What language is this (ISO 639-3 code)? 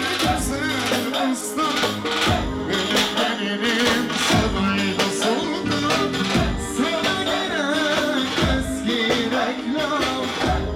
tur